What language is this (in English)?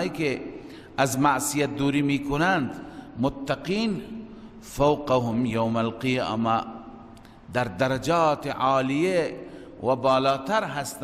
Persian